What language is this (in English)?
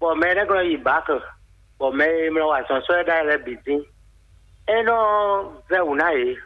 Fon